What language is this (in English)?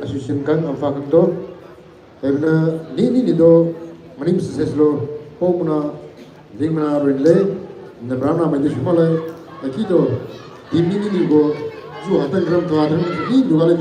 Maram Naga